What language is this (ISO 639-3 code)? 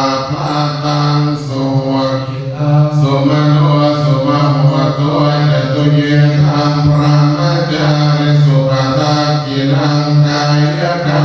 pli